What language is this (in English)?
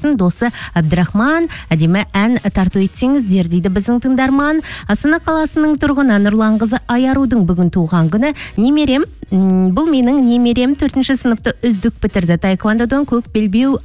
Kazakh